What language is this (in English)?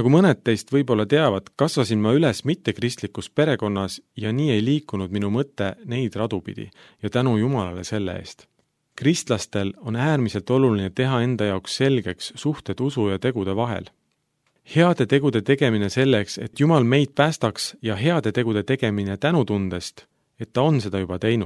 Estonian